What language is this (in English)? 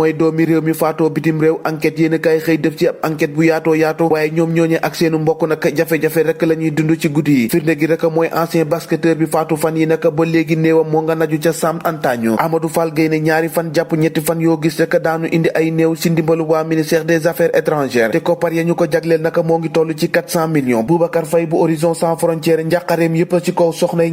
Wolof